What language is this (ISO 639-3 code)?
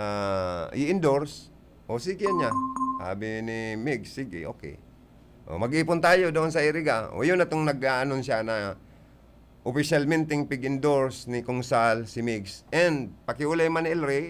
bik